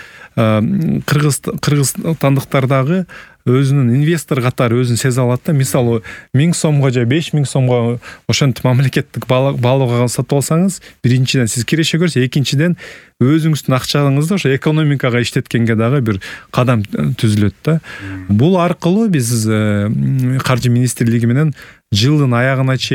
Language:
Kyrgyz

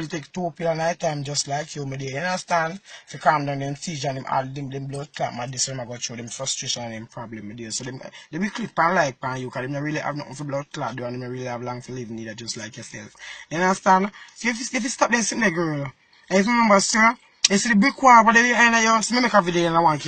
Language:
Jamaican Creole English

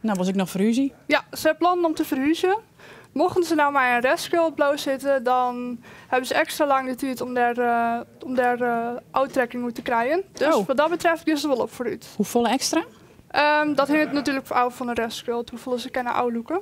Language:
Western Frisian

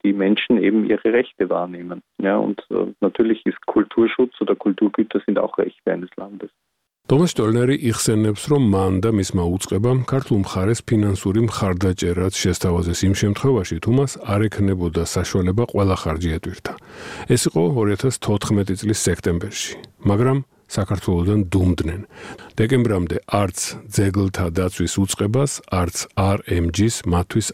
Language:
Georgian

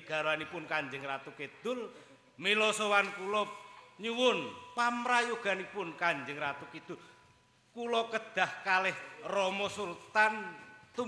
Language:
Javanese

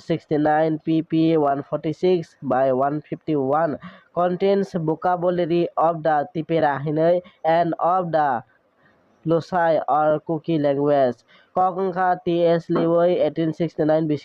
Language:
Kok Borok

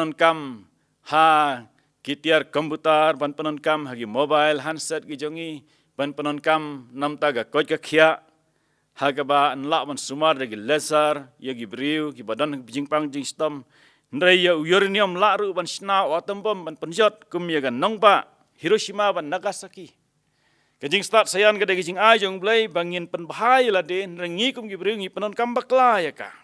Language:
Khasi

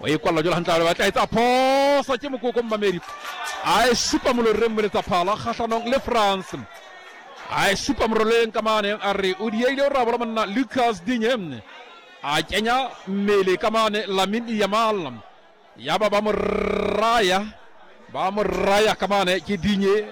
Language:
Southern Sotho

